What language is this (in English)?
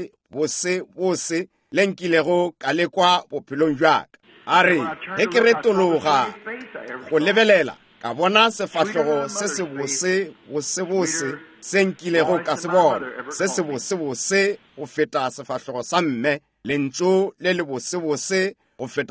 Northern Sotho